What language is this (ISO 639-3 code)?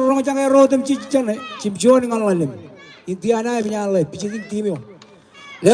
mah